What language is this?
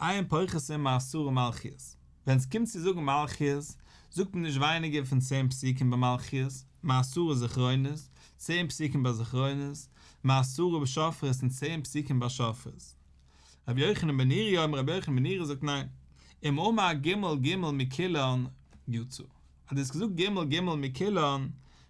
Yiddish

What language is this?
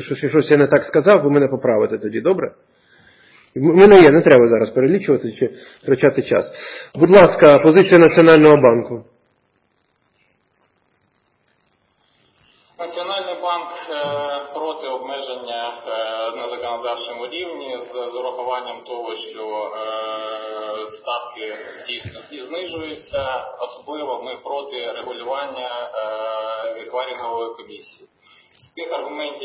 Ukrainian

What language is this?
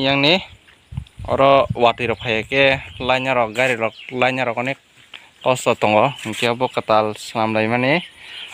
Kok Borok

